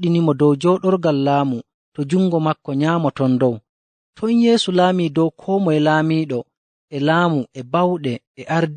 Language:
Nigerian Fulfulde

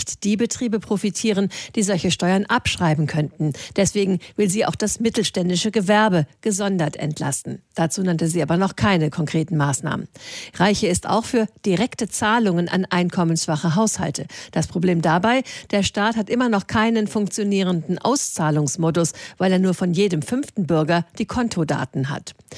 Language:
German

